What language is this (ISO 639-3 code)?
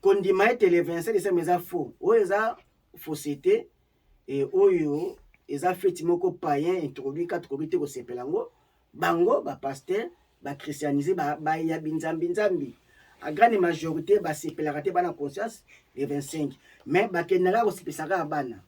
lin